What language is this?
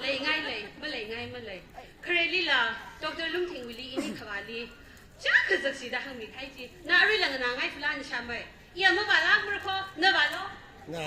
Tangkhul Naga (India)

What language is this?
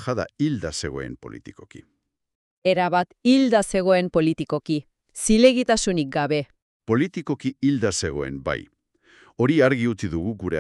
Basque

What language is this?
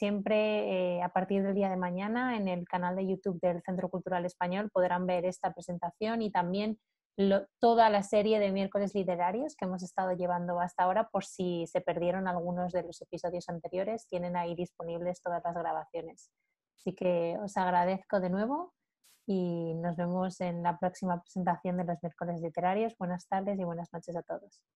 Spanish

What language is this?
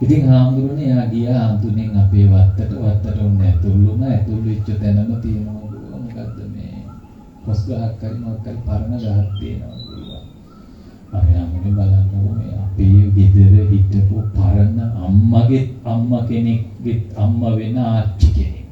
Sinhala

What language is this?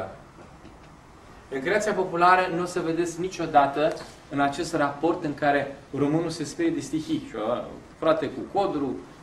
Romanian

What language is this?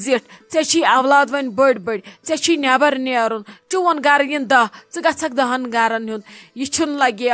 Kashmiri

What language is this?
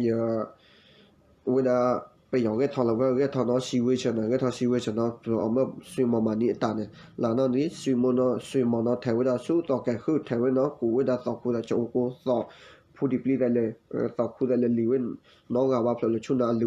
S'gaw Karen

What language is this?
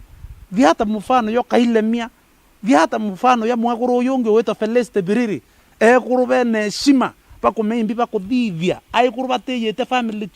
Meru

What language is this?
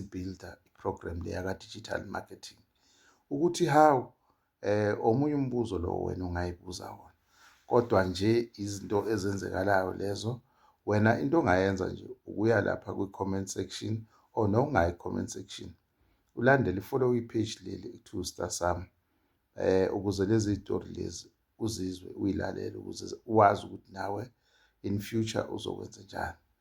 Zulu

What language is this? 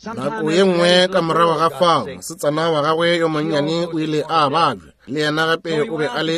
Northern Sotho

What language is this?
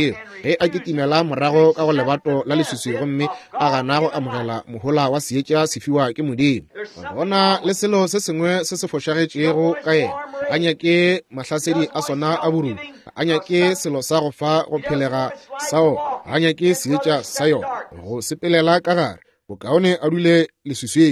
Northern Sotho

